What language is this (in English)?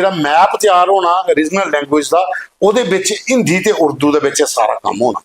Dogri